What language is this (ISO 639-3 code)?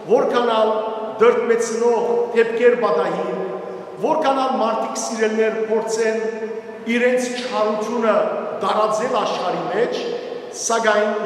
hyw